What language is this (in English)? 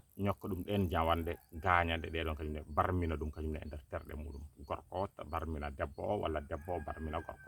Fula